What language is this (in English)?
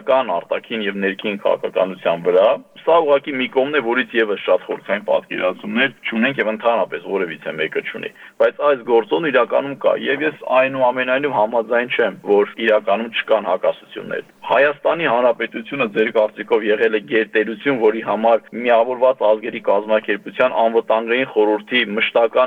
Armenian